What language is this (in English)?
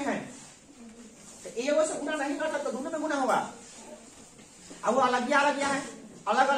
Hindi